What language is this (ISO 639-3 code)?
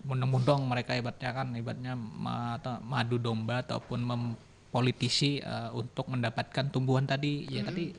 bjn